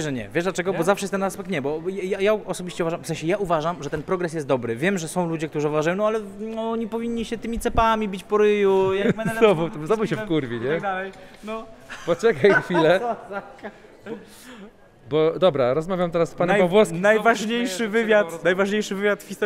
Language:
Polish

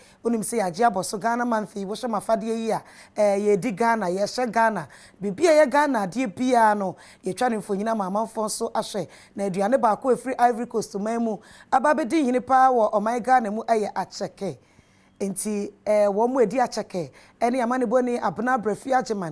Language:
Akan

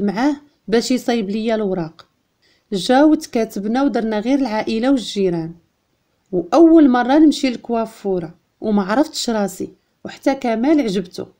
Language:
Moroccan Arabic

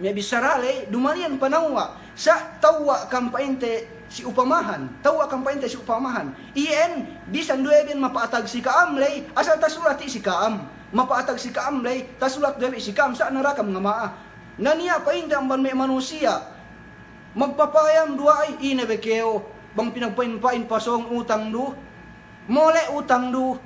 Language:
Yakan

